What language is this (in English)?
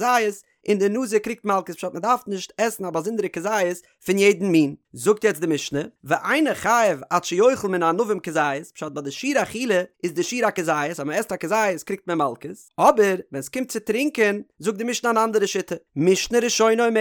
Yiddish